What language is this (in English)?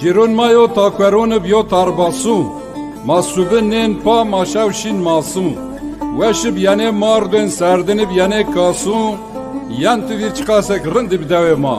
Zaza